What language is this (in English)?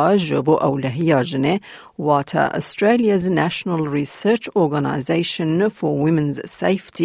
Kurdish